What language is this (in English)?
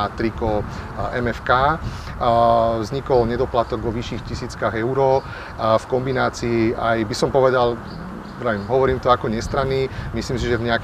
Slovak